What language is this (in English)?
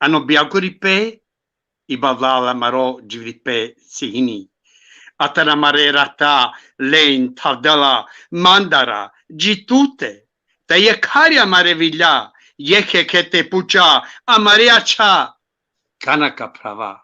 Balkan Romani